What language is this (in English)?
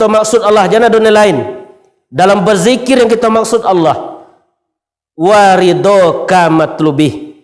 Minangkabau